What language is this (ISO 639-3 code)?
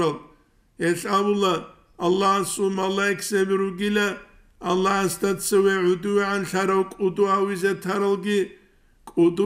ava